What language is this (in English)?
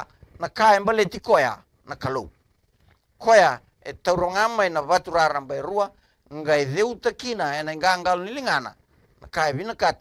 Fijian